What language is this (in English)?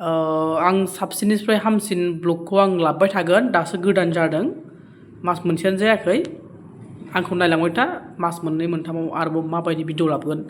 Bodo